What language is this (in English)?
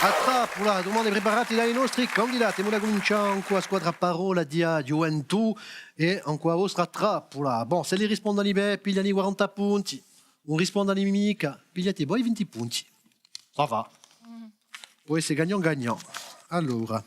Corsican